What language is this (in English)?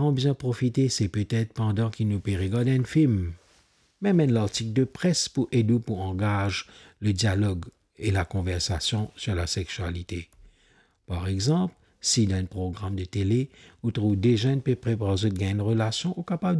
Morisyen